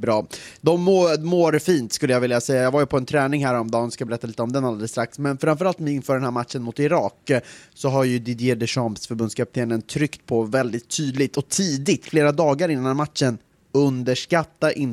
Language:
Swedish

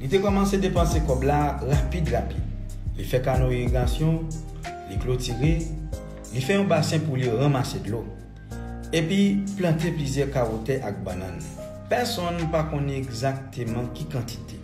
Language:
Haitian Creole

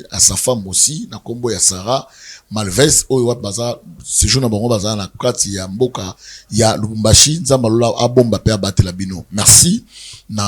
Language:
Lingala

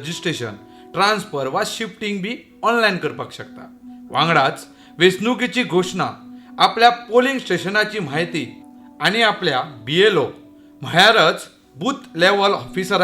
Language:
Konkani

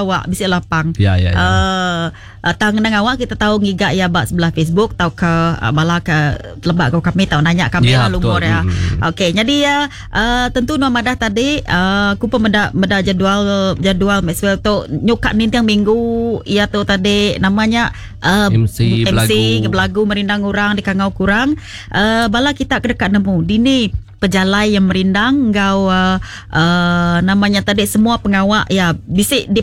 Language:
Iban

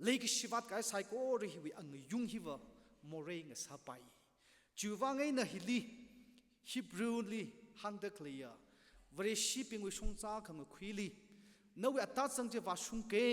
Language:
Tangkhul Naga (India)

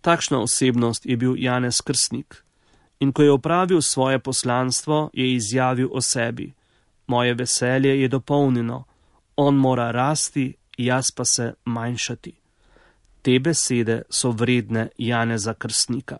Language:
Slovenian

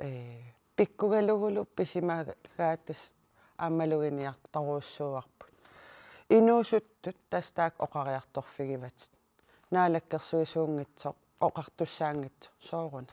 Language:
Kalaallisut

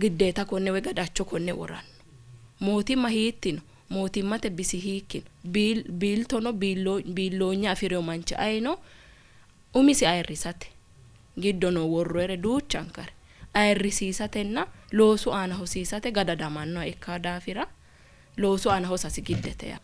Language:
Sidamo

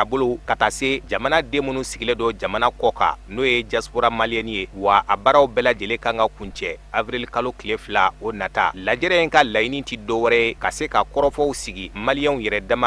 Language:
Bambara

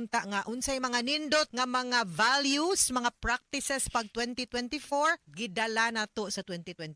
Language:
Cebuano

